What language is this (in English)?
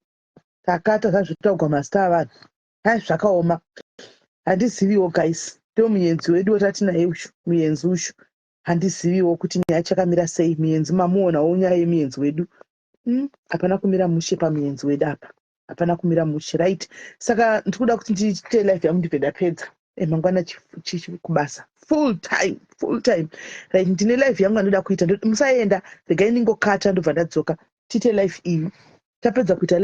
Shona